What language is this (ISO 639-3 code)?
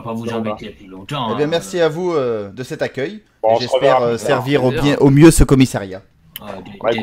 fra